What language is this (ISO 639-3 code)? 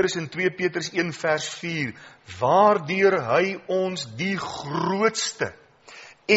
afr